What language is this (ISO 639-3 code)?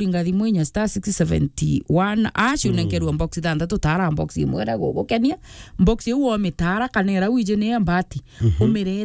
mer